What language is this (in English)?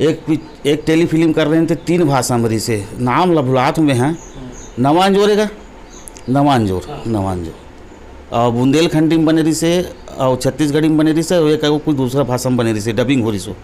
Chhattisgarhi